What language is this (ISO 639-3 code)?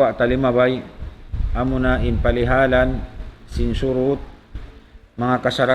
tsg